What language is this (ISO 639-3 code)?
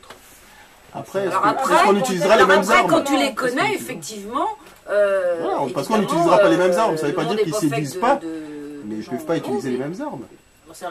fra